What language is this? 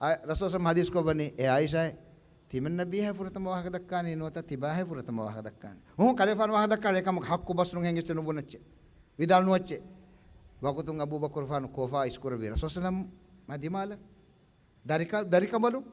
Divehi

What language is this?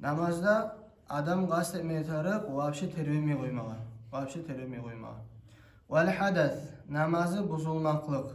Kumyk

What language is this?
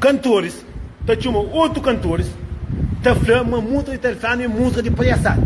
Kabuverdianu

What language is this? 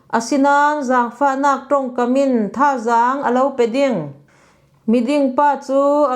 Falam Chin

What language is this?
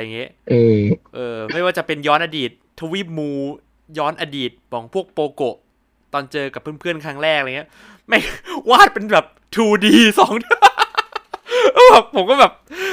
Thai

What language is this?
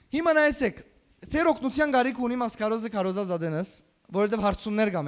Western Armenian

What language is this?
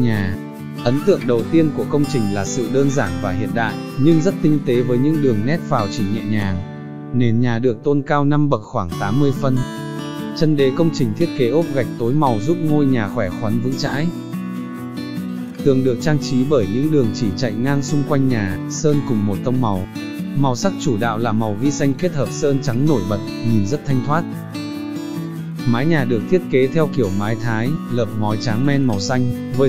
Vietnamese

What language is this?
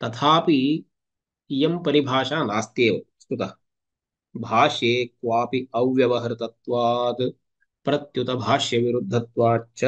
Sanskrit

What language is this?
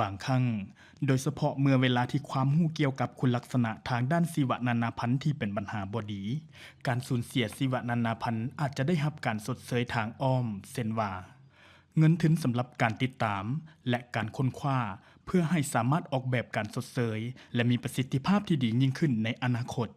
Lao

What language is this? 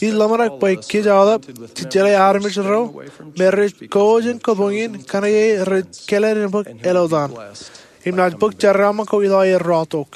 Marshallese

